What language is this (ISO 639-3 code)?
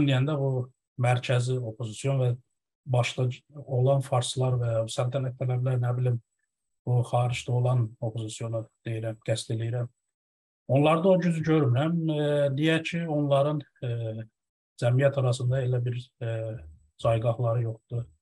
azb